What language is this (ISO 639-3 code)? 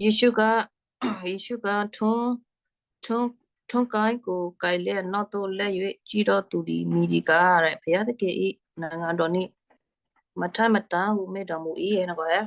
kyu